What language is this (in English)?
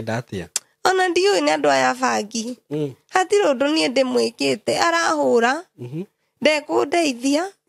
Kikuyu